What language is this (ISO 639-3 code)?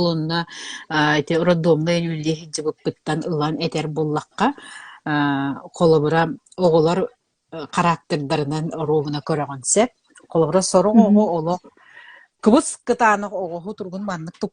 sah